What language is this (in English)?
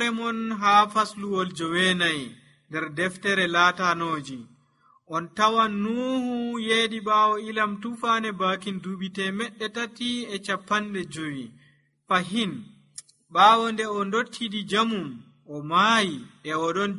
Nigerian Fulfulde